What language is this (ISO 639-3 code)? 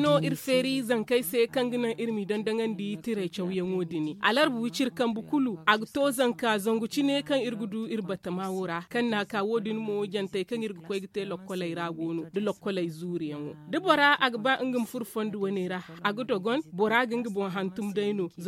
dje